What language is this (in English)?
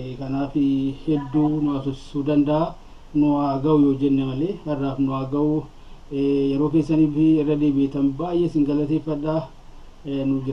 Oromo